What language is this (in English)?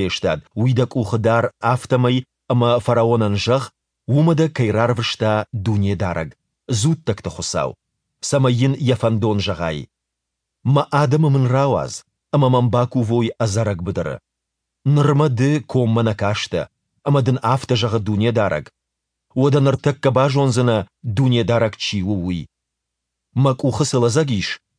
Ossetic